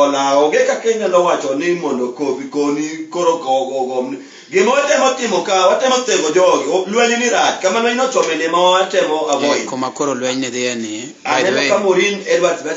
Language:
Luo (Kenya and Tanzania)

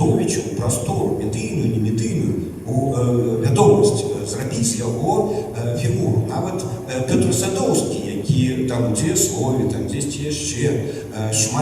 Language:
Belarusian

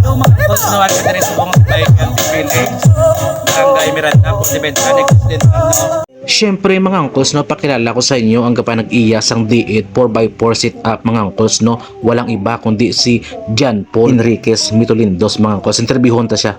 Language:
Hiligaynon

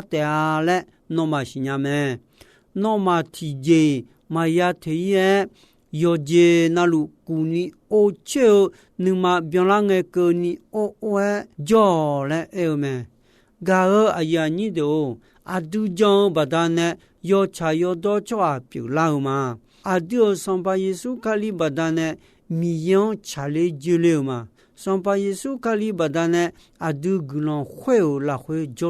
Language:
Akha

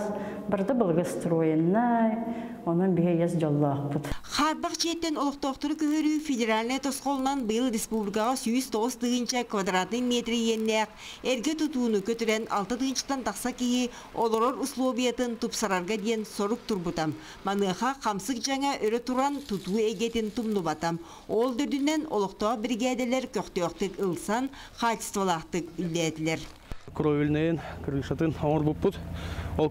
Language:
Yakut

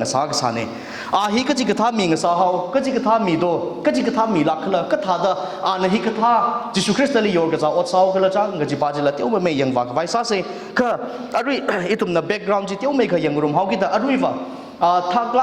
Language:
Tangkhul Naga (India)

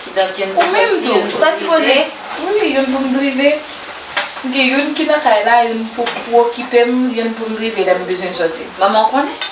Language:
Haitian Creole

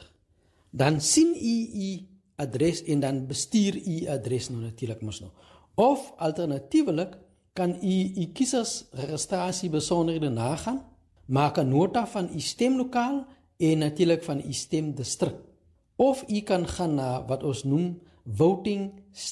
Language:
Afrikaans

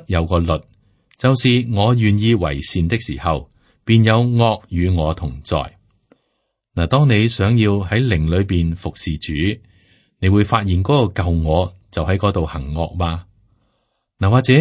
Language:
Cantonese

